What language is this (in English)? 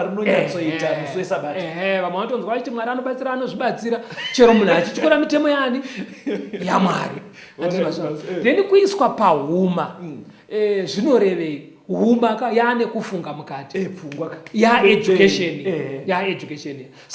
Shona